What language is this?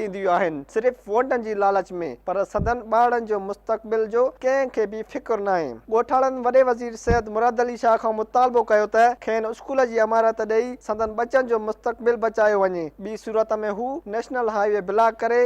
Sindhi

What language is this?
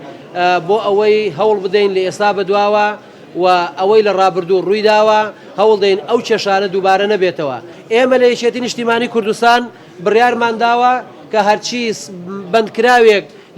Central Kurdish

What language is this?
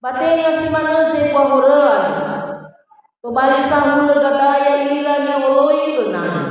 Nias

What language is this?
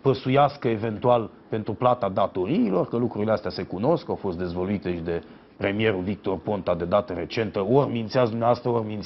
Romanian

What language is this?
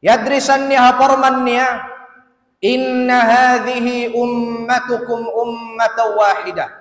Tausug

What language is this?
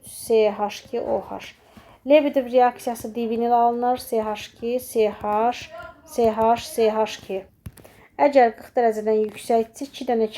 Azerbaijani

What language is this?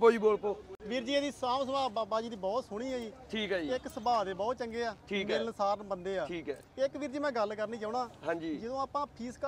Punjabi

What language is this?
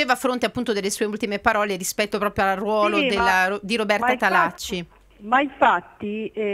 Italian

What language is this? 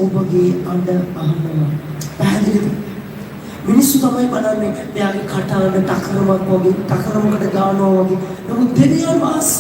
Sinhala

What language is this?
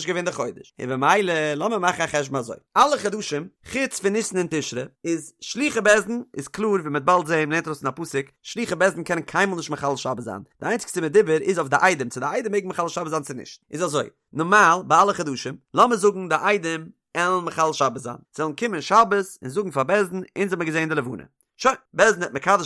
Yiddish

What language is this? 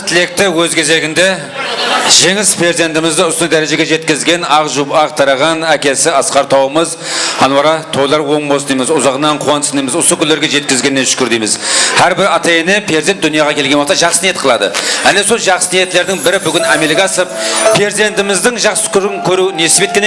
Kara-Kalpak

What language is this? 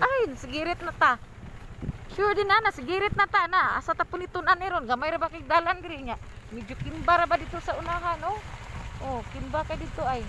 Cebuano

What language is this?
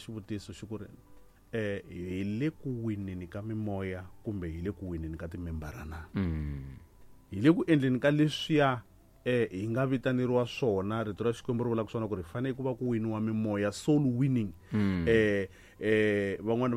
Tsonga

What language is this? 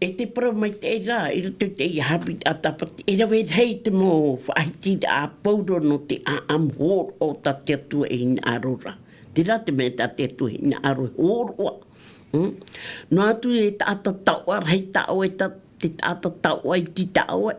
Tahitian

